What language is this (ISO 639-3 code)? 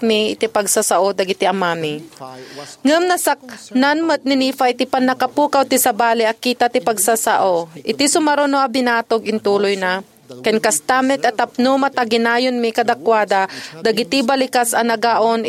ilo